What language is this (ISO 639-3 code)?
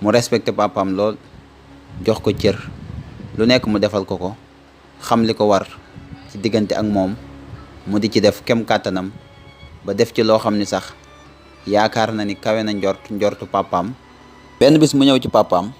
wol